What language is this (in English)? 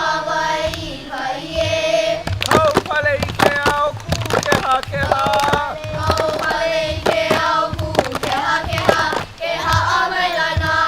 Hawaiian